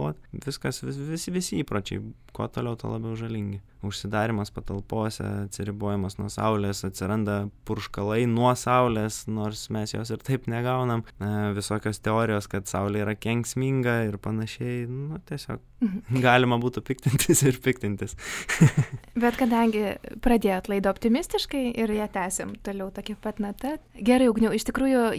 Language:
Lithuanian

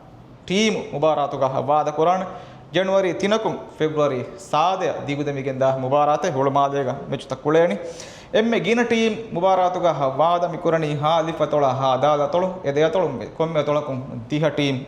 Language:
Divehi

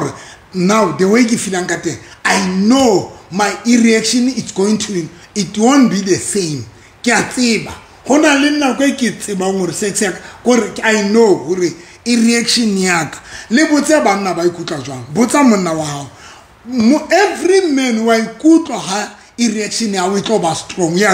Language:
Southern Sotho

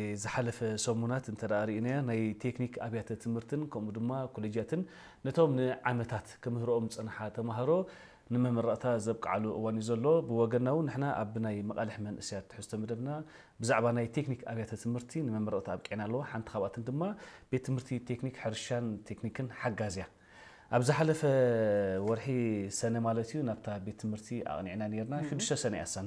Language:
Tigrinya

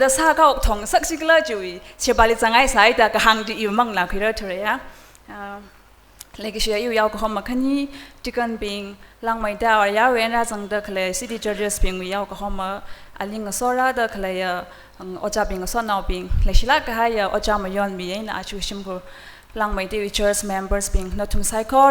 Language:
Tangkhul Naga (India)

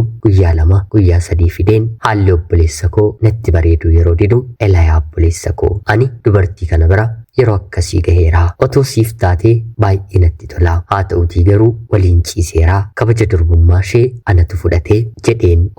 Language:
Oromo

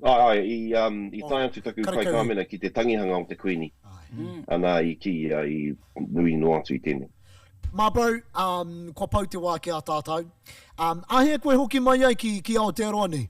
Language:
Māori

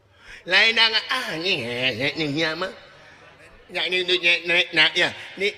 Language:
Sundanese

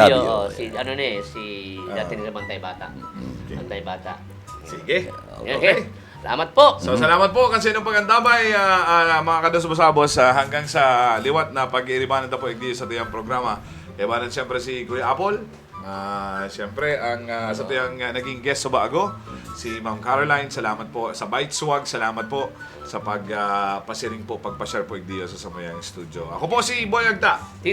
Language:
Bikol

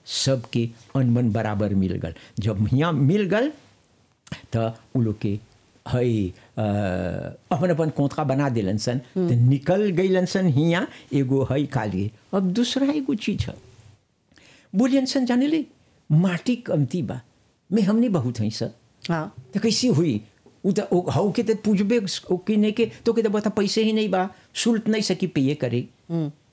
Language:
Bhojpuri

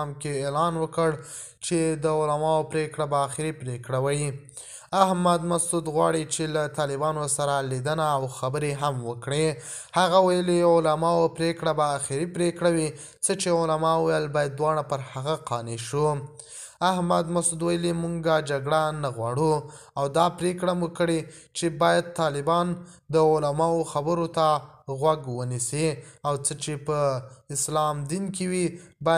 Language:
Pashto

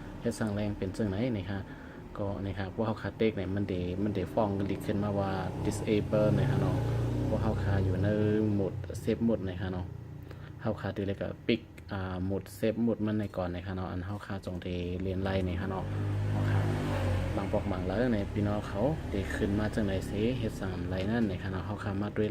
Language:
Shan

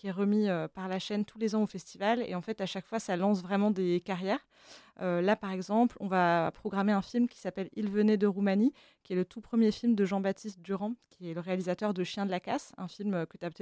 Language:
French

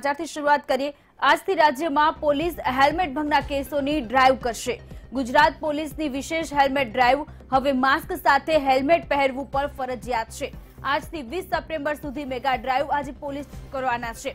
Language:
Gujarati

